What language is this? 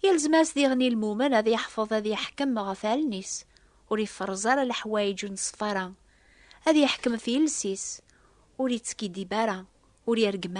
Kabyle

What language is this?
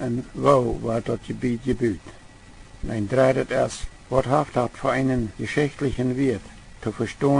Plautdietsch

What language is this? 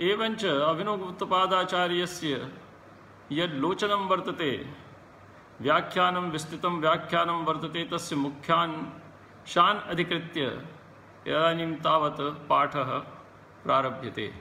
Sanskrit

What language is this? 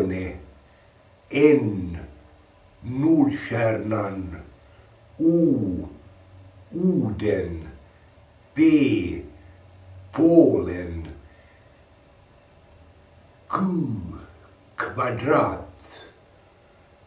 Swedish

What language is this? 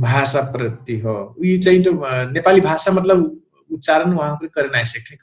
Dangaura Tharu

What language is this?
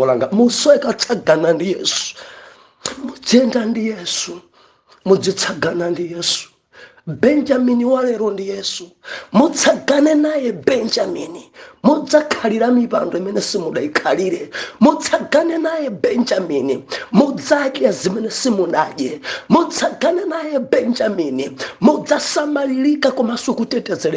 Nyanja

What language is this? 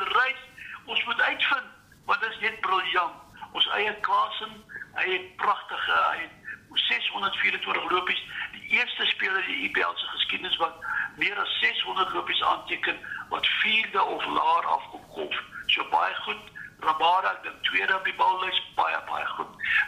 Afrikaans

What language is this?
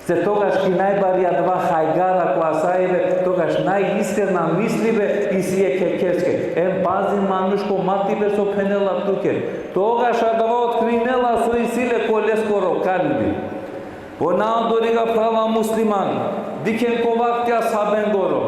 Balkan Romani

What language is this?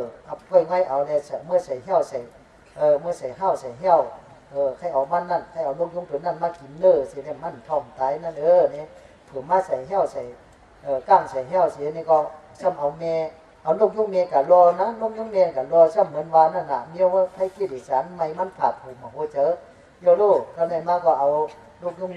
Shan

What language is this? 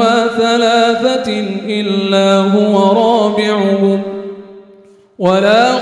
Arabic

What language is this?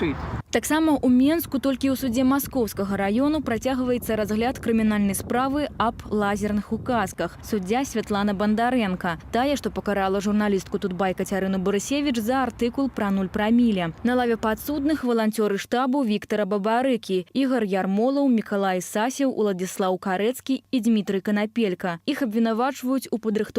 Belarusian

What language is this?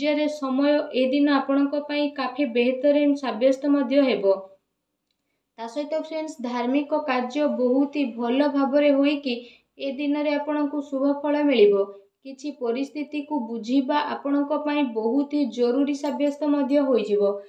Odia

